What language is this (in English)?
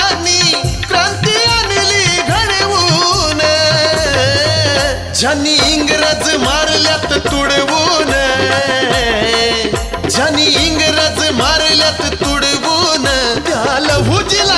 Marathi